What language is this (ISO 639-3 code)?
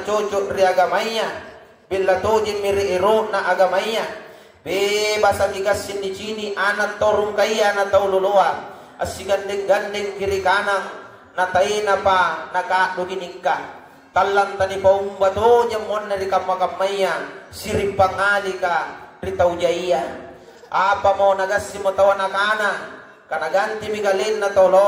mak